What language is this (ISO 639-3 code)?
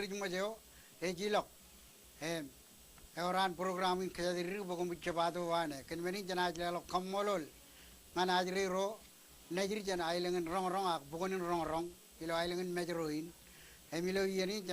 mah